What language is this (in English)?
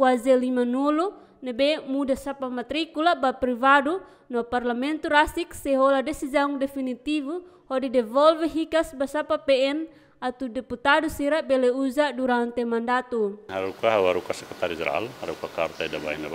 Tetum